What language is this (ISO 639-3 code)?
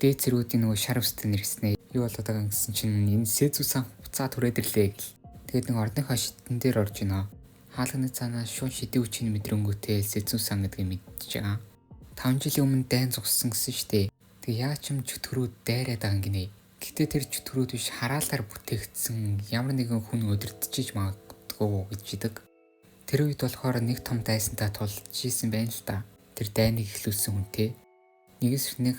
mon